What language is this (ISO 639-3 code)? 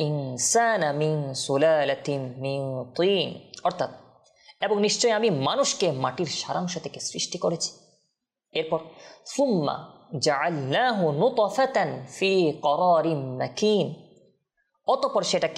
ben